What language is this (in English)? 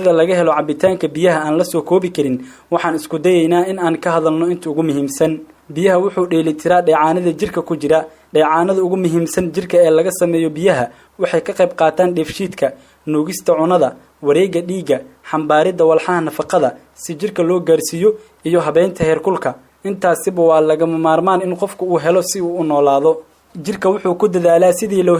Somali